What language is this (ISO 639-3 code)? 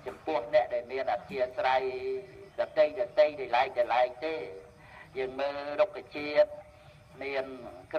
khm